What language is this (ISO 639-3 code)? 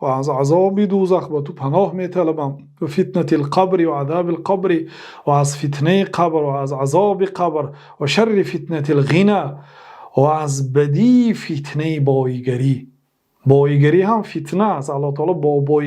tgk